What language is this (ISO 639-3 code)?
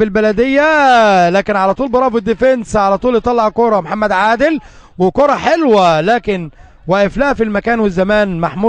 arz